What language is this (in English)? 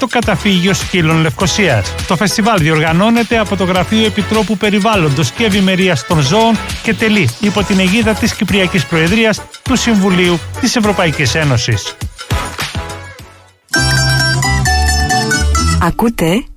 Greek